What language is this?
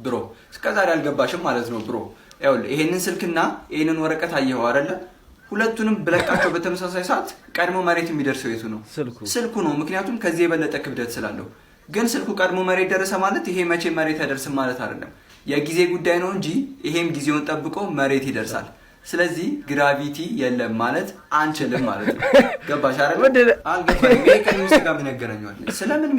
Amharic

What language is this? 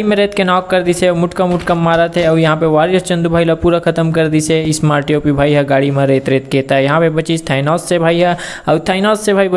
Chhattisgarhi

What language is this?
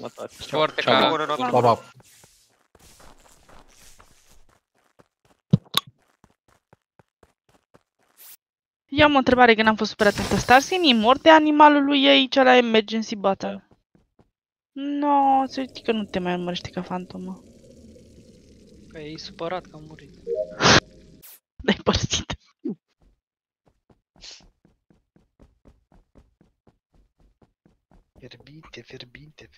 Romanian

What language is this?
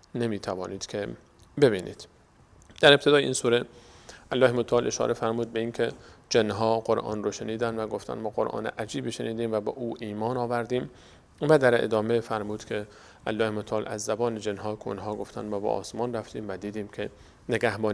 Persian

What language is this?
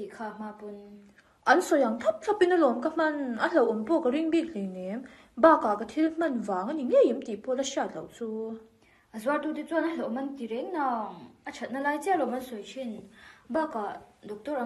Mizo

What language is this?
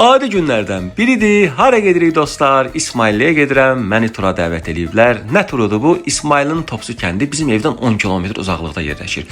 Azerbaijani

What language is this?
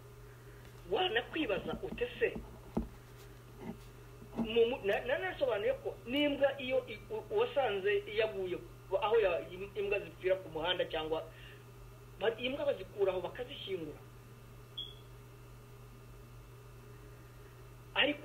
Kinyarwanda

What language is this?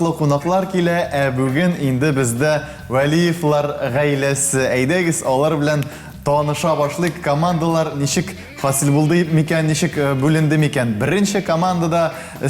Tatar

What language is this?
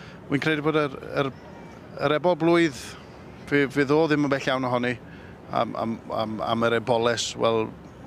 Welsh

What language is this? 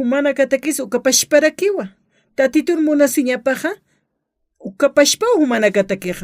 Aymara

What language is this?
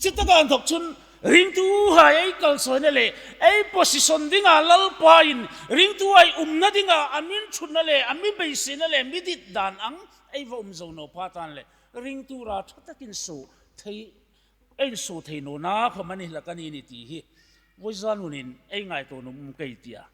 Hmar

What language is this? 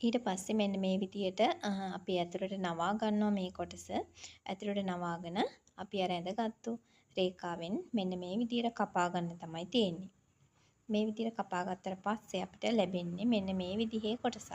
Sinhala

